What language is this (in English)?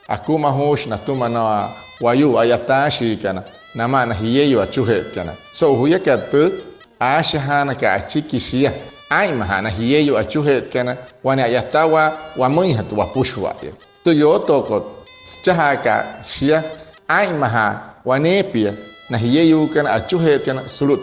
Wayuu